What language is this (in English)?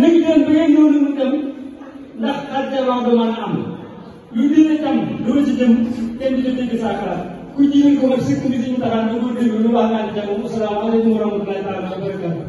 Wolof